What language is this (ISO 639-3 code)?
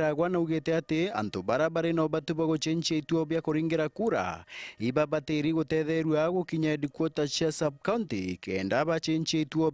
mer